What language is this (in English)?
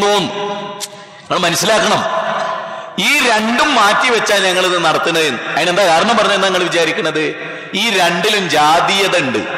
Malayalam